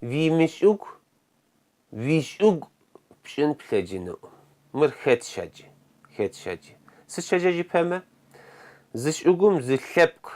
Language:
Kabardian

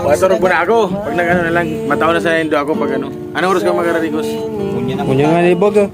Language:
Bikol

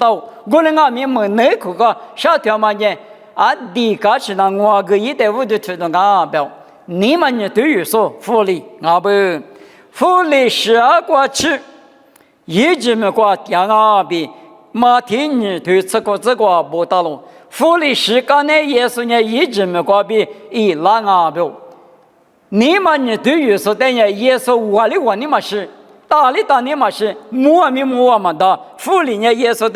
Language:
Lisu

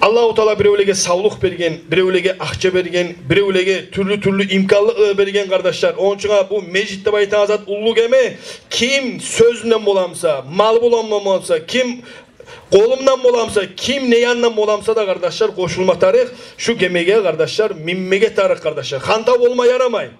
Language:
Kumyk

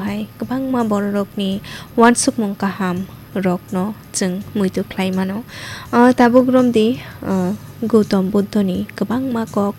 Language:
Kok Borok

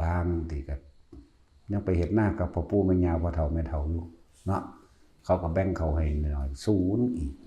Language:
Lao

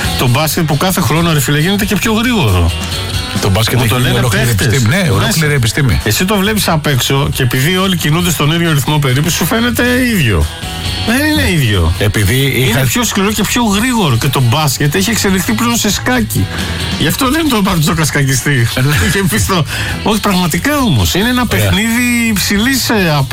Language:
Greek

